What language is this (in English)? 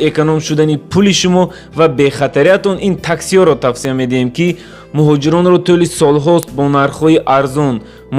Tajik